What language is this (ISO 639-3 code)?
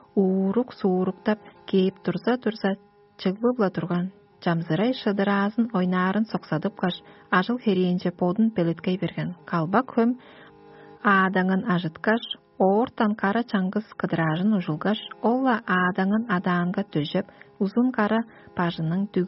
tyv